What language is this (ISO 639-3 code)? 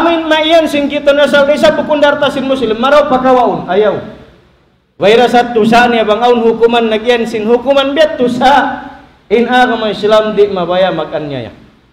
tsg